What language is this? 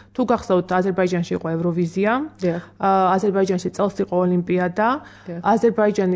Georgian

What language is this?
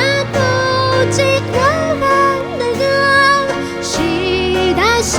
Atayal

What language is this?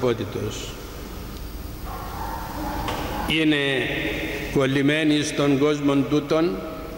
Greek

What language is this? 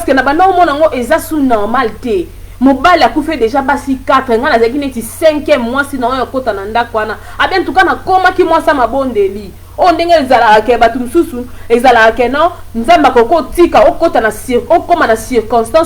Lingala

